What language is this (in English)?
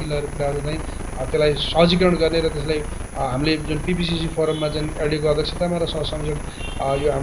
Nepali